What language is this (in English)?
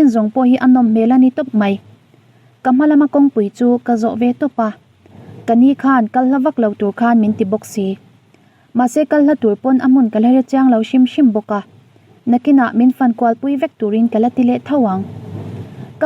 Mizo